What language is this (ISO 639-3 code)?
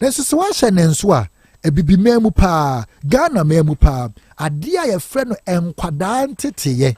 aka